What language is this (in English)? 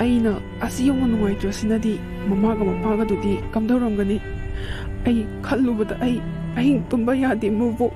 Manipuri